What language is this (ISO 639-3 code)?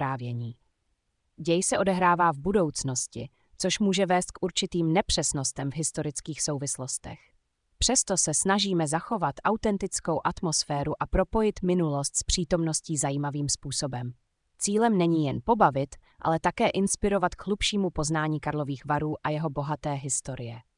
ces